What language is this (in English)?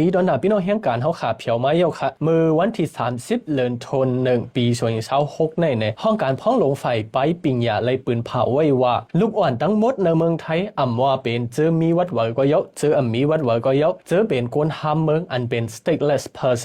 Shan